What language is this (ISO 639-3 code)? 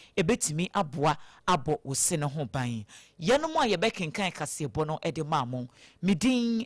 aka